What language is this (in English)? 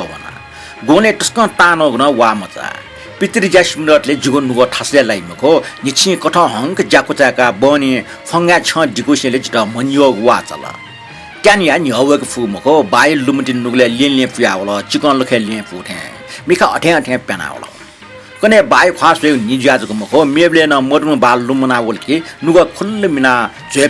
Newari